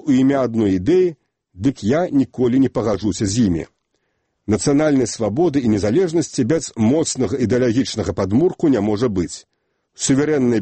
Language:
Belarusian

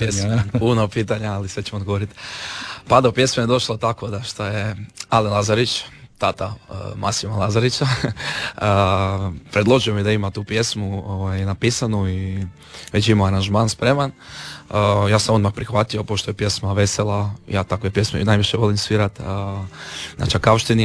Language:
Croatian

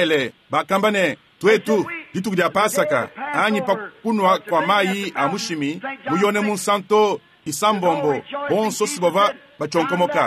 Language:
Luba-Lulua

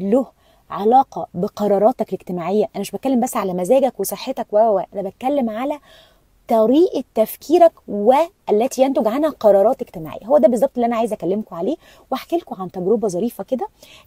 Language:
Egyptian Arabic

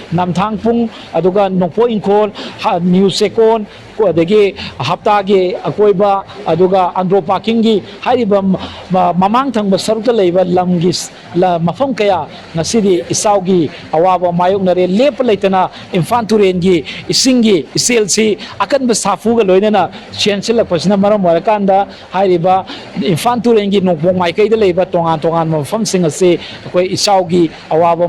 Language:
Manipuri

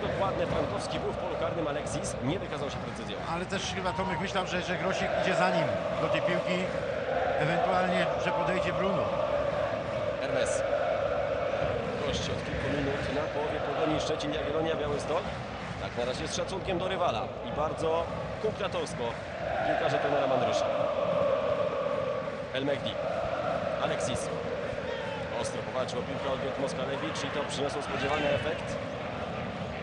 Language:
Polish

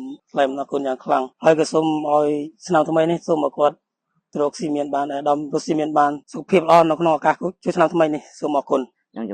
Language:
Khmer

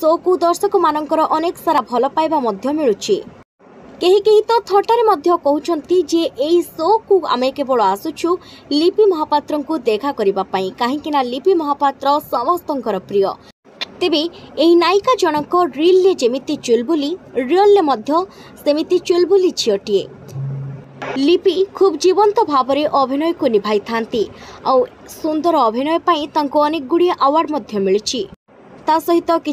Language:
Odia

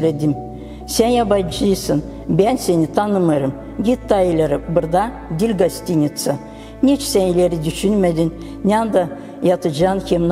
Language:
Gagauz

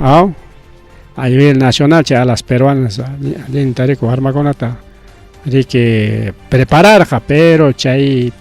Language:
Ayacucho Quechua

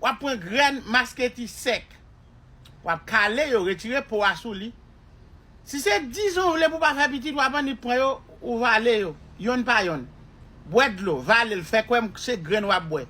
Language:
Haitian Creole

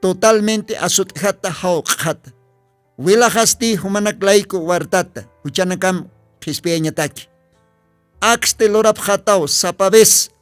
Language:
Aymara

